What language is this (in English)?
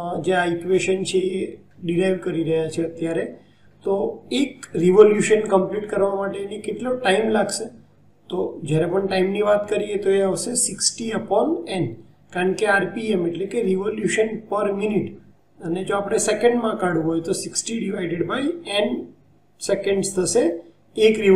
Gujarati